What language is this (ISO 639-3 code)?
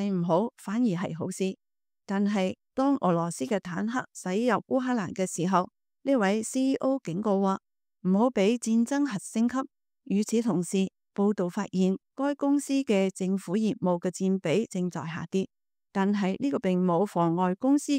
yue